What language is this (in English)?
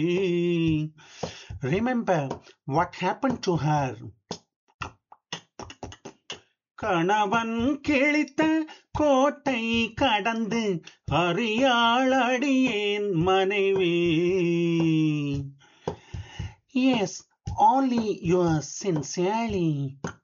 Tamil